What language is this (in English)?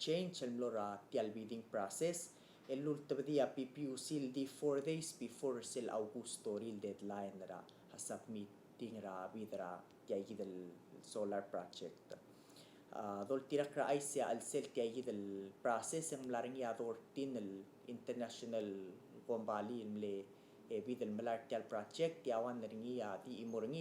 Palauan